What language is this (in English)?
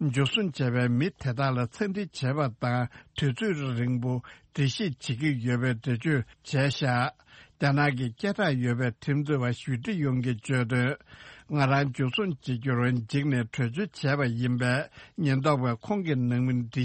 Tibetan